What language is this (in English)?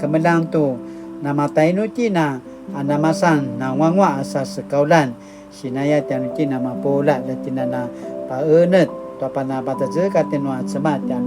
Paiwan